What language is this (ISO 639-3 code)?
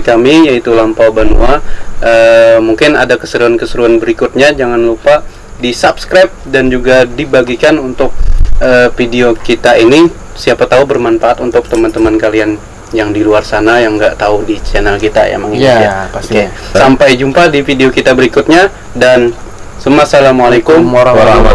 bjn